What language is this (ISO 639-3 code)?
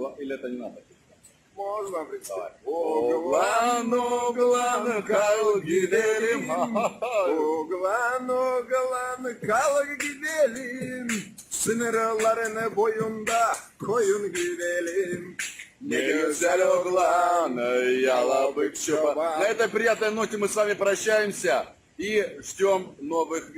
gag